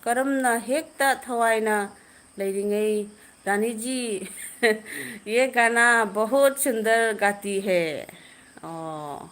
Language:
Manipuri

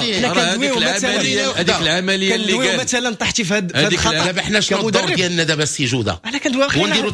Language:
Moroccan Arabic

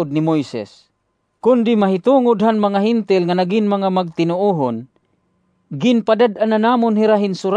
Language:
Waray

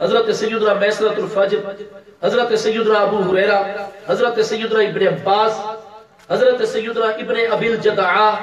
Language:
Saraiki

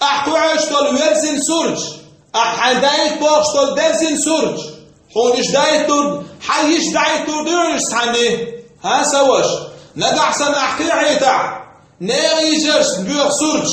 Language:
Chechen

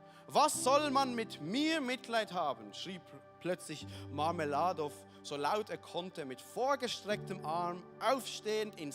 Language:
Swiss German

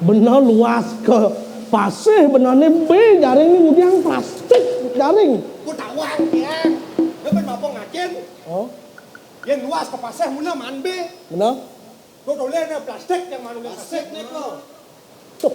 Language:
Balinese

